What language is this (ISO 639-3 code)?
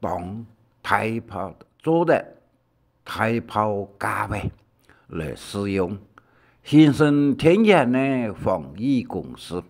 hak